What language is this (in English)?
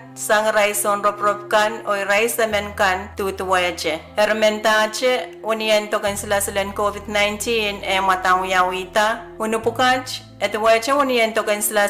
Pohnpeian